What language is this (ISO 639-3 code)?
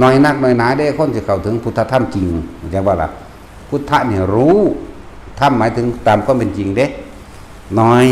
lao